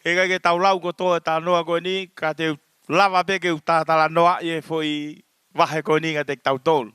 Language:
Tongan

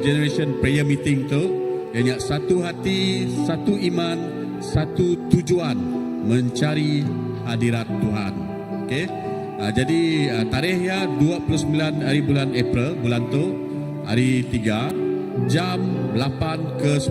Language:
Iban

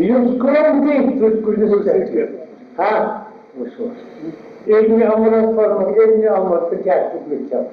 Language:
Kashmiri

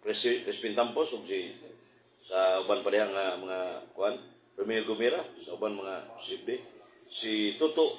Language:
Cebuano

